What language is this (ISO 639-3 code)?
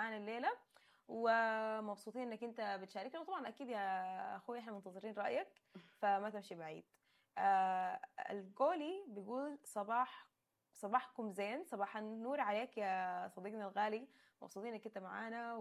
apd